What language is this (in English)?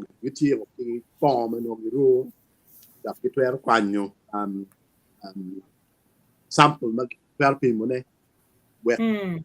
Acoli